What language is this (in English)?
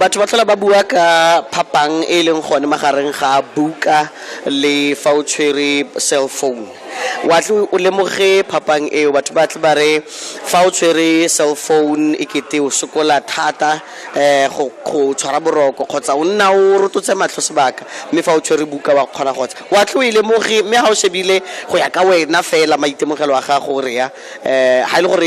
Tswana